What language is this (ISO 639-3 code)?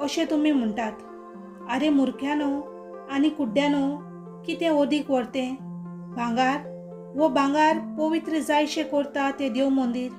kok